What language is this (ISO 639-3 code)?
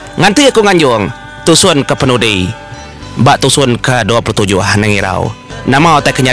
iba